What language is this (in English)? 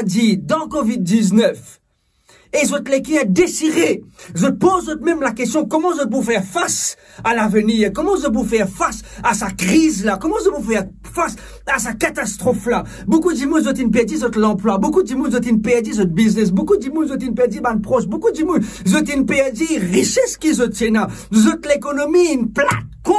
Morisyen